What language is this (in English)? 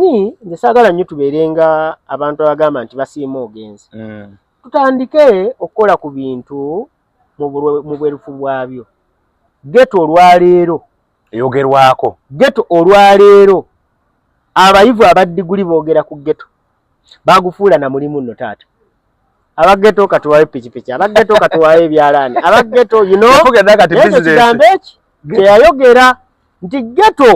Ganda